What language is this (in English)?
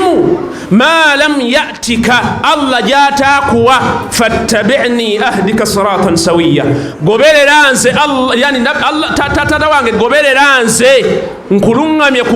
Ganda